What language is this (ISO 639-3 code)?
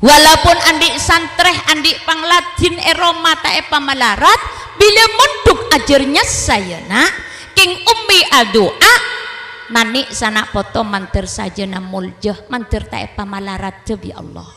mad